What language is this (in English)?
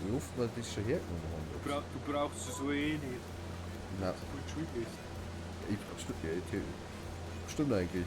Bavarian